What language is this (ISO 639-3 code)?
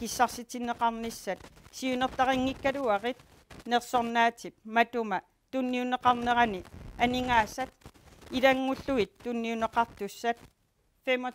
kal